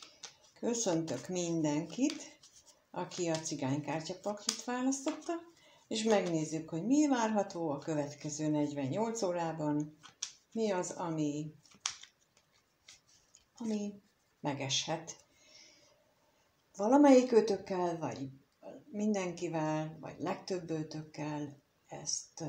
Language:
Hungarian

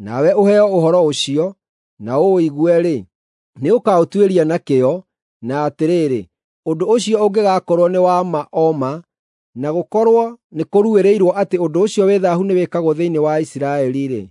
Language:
Kikuyu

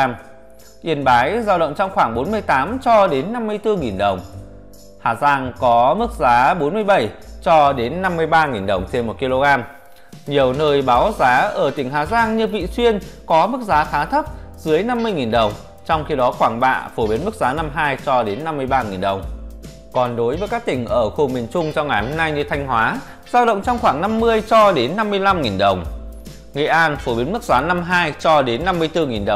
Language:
Vietnamese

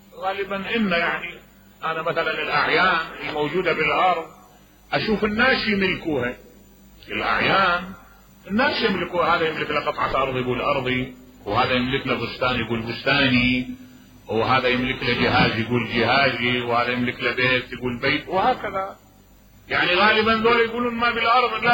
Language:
Mesopotamian Arabic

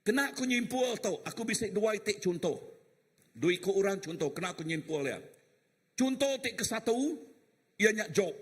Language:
Iban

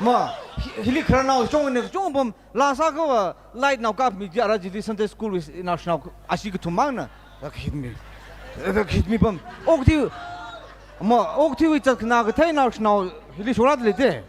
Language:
Tangkhul Naga (India)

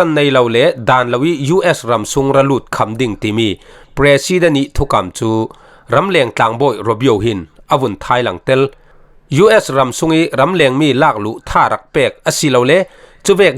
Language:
Falam Chin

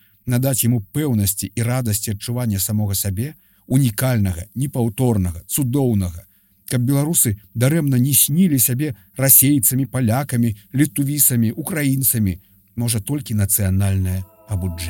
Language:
Belarusian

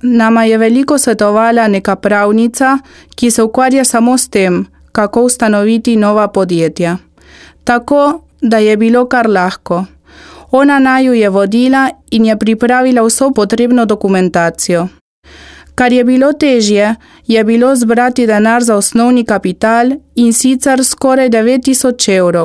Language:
Slovenian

